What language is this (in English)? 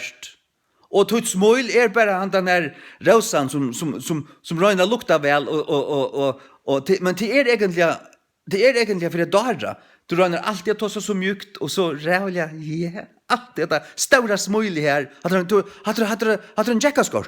Faroese